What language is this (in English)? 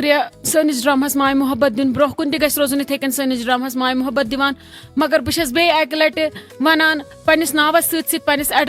Kashmiri